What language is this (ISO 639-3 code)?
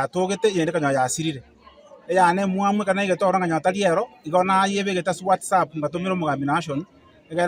guz